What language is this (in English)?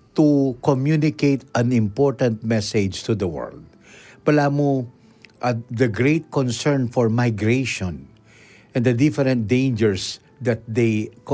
Pampanga